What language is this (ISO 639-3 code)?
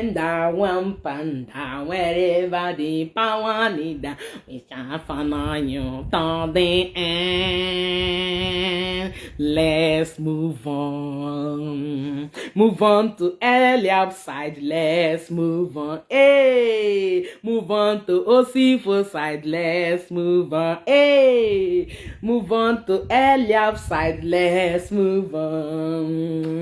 pcm